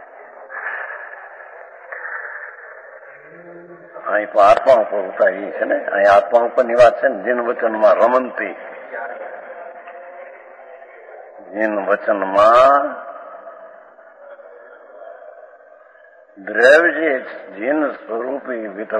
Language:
Gujarati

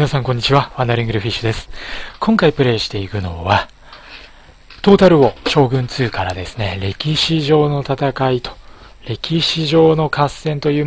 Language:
Japanese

